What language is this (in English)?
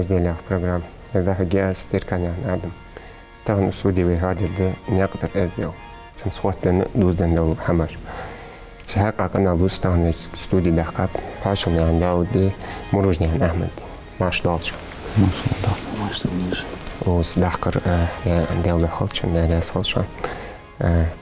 Ingush